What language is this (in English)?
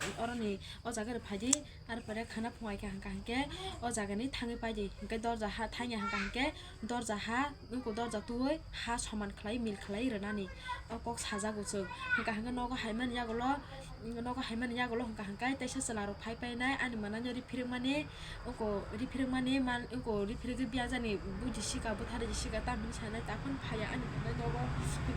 Kok Borok